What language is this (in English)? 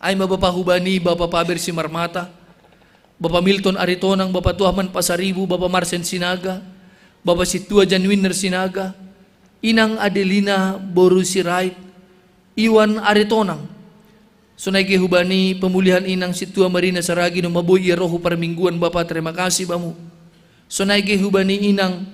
Batak Simalungun